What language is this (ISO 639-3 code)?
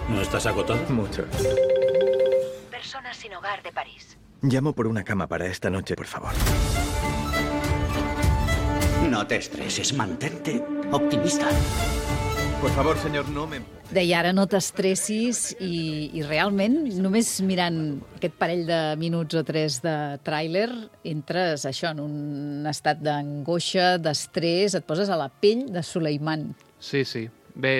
cat